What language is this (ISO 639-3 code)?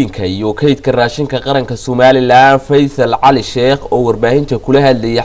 som